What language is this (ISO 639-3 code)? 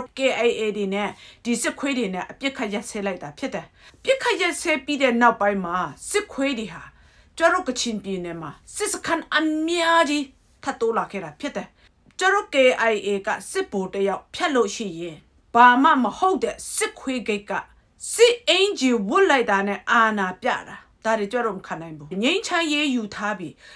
mya